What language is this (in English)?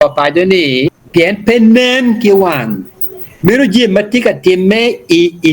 Acoli